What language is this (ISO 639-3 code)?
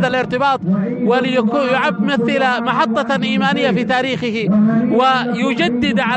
ara